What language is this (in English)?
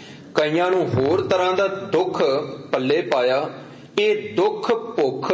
Punjabi